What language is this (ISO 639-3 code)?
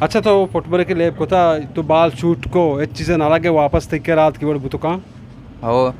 bgp